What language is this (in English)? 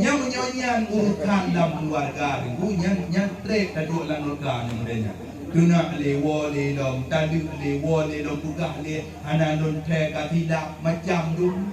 Achinese